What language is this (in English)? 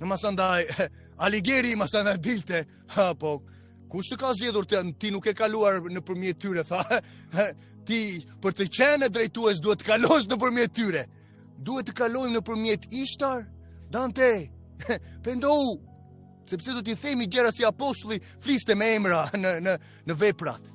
Albanian